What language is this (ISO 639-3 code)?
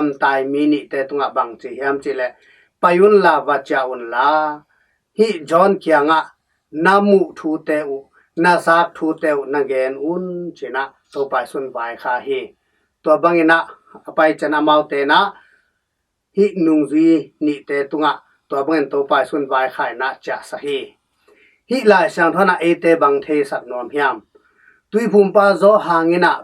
ctd